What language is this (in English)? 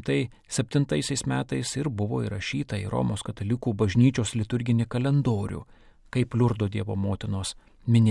Lithuanian